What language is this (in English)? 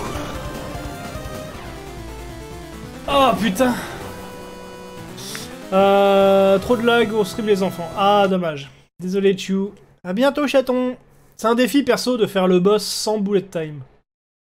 French